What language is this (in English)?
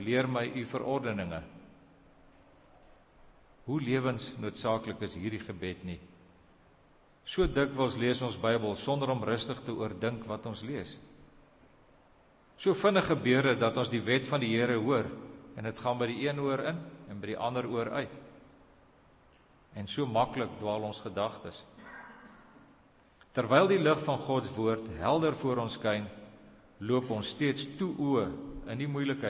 Afrikaans